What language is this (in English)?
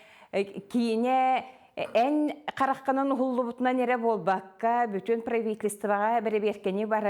Yakut